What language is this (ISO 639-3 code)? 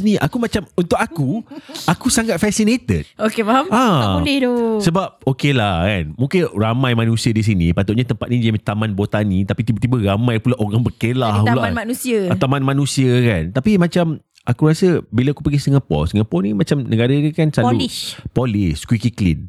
msa